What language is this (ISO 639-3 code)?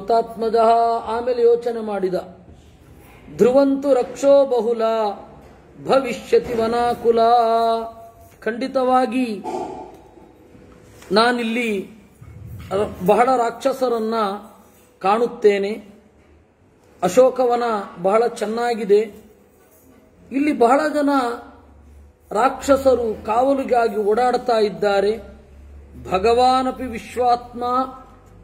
kan